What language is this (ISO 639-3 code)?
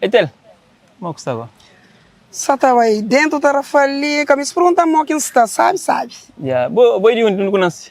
kea